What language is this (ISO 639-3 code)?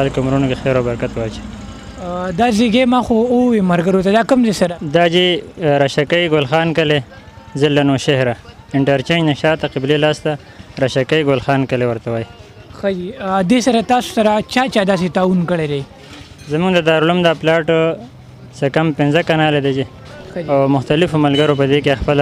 pus